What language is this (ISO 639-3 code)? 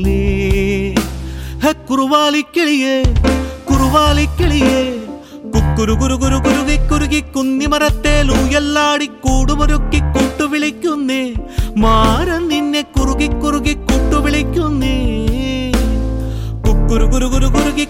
mal